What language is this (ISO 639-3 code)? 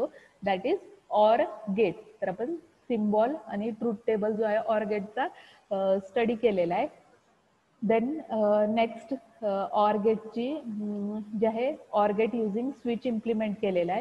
mar